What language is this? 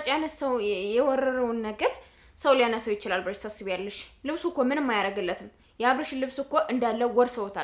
Amharic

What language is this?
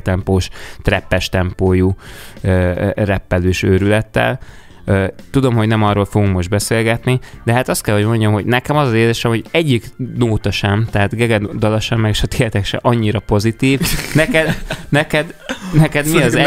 Hungarian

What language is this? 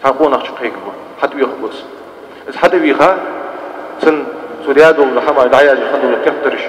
Ingush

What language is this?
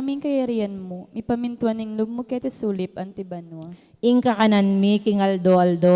Pampanga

